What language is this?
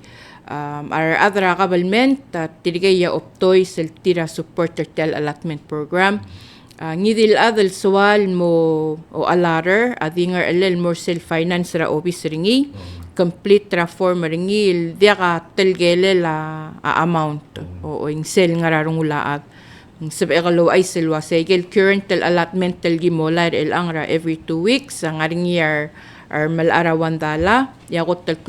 Palauan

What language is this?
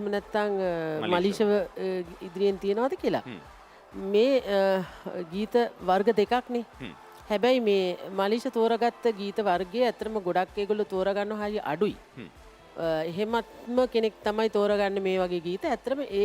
Sinhala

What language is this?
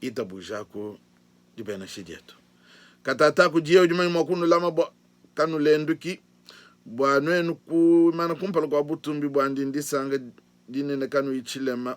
Luba-Lulua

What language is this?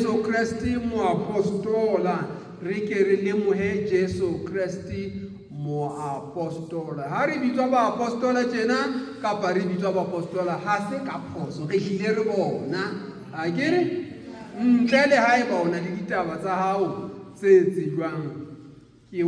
Southern Sotho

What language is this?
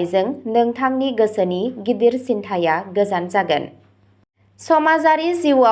Bodo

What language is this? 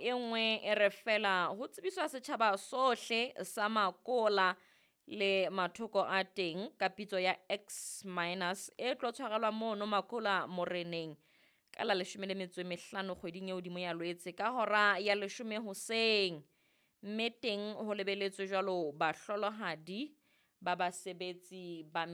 Southern Sotho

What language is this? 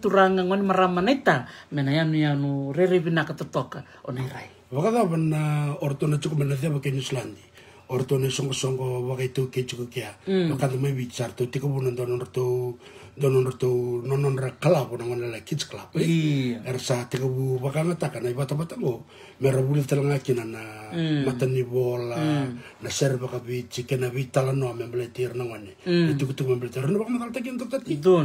Fijian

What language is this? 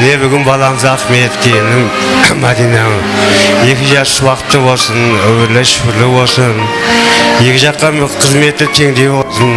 Kara-Kalpak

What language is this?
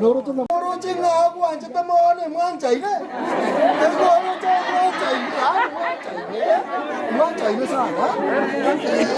Gusii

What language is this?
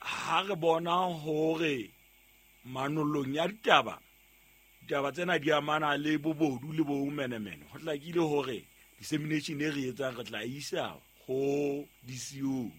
Southern Sotho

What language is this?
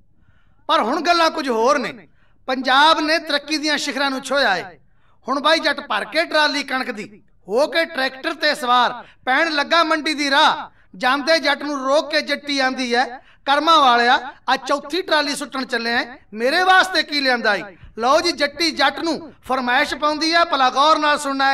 Punjabi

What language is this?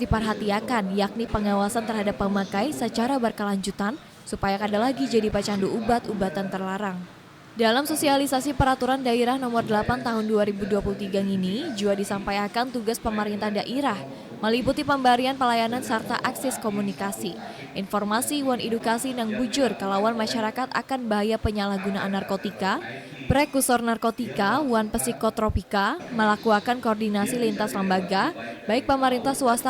Banjar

